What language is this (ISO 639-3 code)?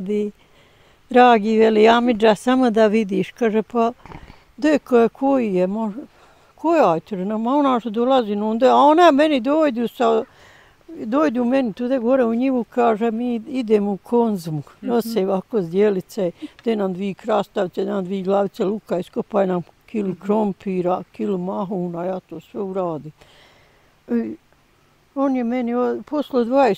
bos